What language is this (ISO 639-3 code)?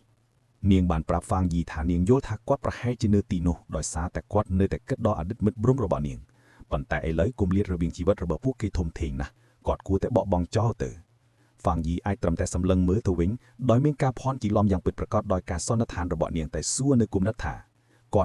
khm